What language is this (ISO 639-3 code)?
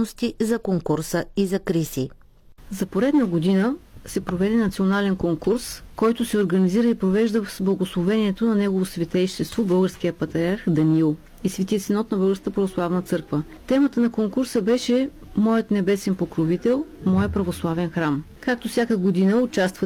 bul